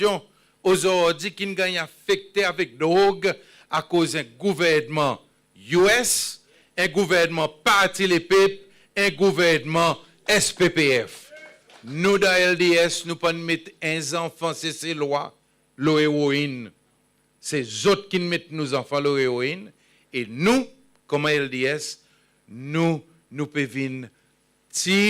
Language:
Seselwa Creole French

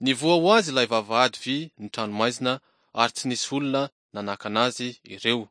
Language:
Malagasy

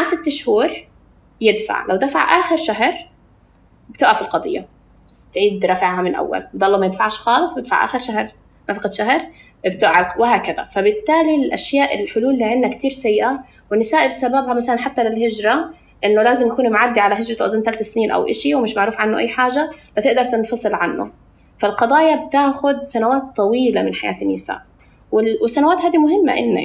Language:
North Levantine Arabic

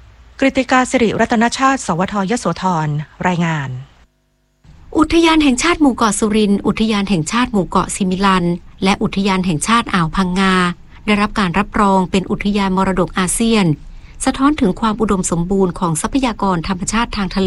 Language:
Thai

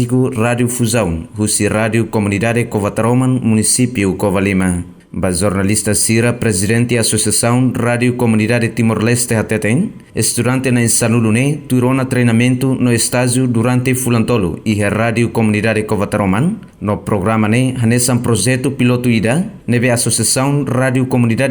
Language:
Tetum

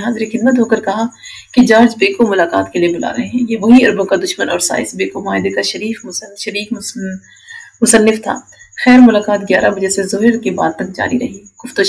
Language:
Urdu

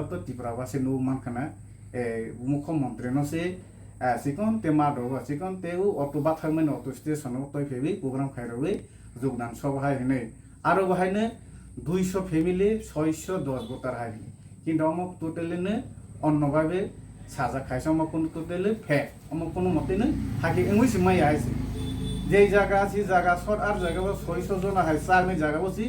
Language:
Kok Borok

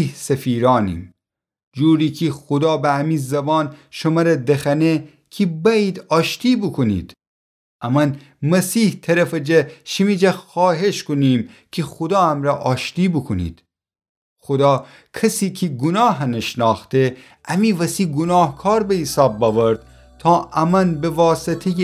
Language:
Gilaki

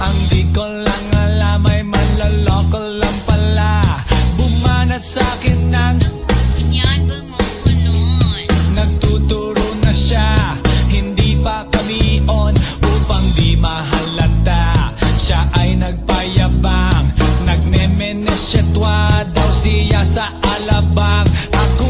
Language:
Filipino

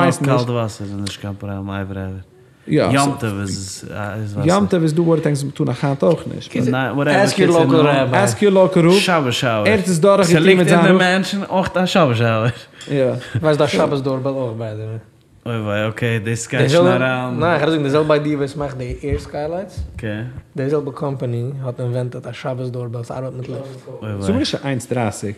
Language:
Yiddish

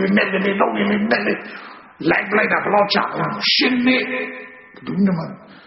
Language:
Burmese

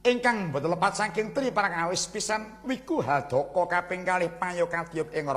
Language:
Javanese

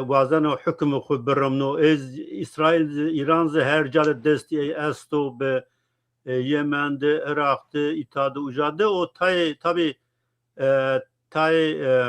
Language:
Zaza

